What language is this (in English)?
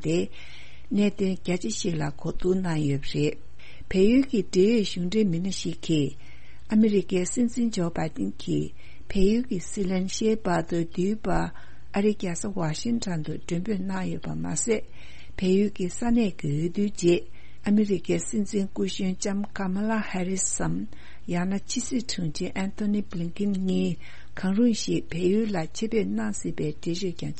Tibetan